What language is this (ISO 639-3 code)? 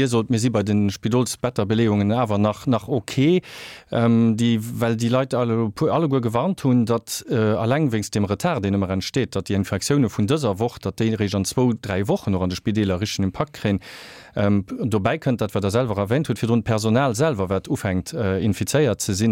ltz